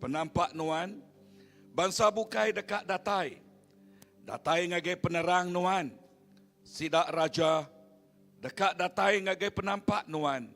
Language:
Iban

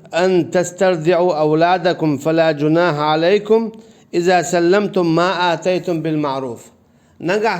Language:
Chechen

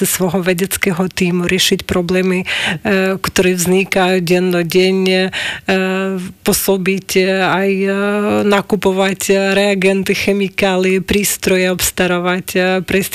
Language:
Slovak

